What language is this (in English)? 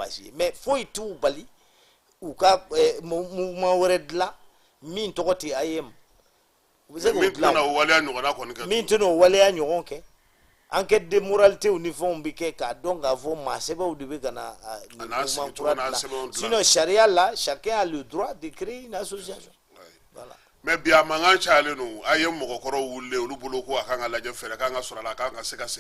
Bambara